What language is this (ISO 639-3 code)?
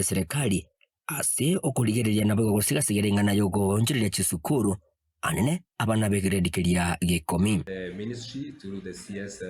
guz